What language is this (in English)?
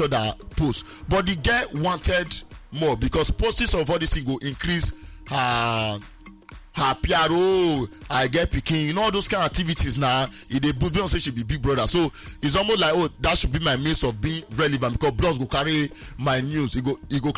Nigerian Pidgin